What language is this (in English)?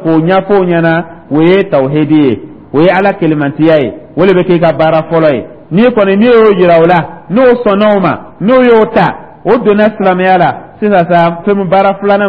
Dyula